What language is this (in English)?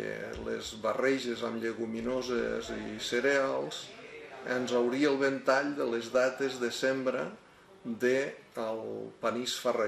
Catalan